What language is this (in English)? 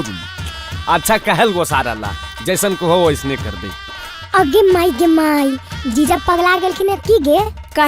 Magahi